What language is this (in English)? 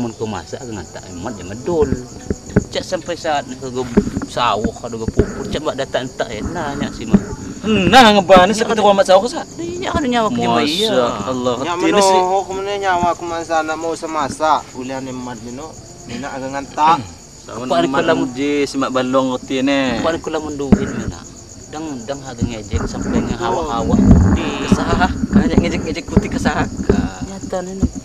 Lampung Api